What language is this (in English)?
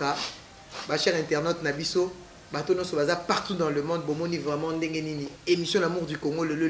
Lingala